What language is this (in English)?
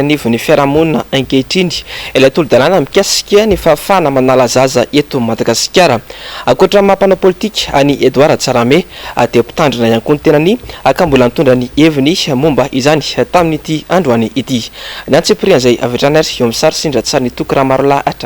Malagasy